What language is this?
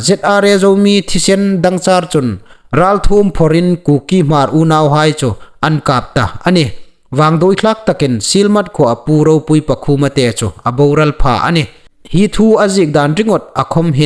Hmar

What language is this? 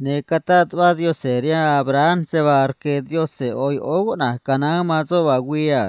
Copala Triqui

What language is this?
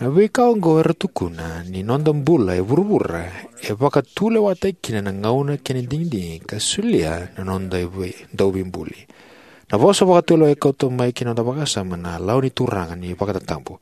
Fijian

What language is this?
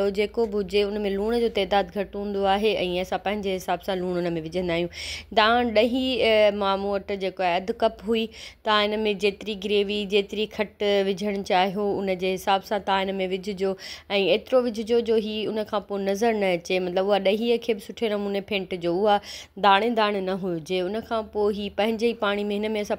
Sindhi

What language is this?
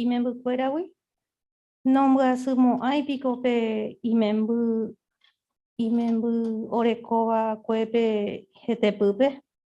Guarani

